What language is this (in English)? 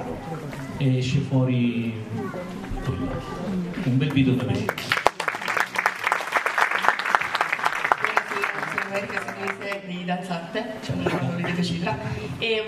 Italian